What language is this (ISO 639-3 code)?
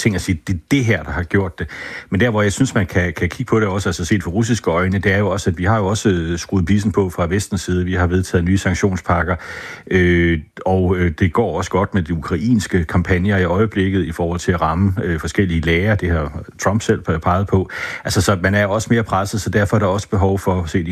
dan